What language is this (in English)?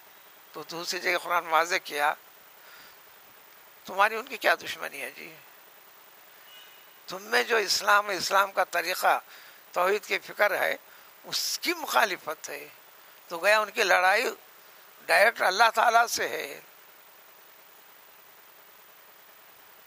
Urdu